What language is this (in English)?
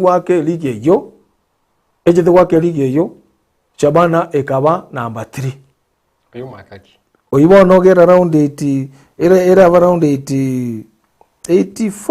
Gusii